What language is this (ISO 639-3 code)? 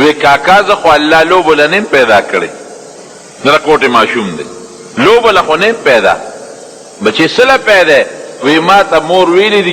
pus